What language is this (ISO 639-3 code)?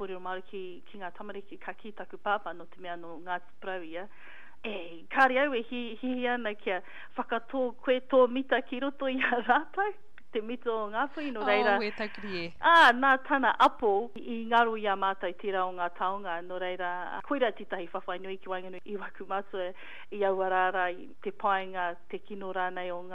mri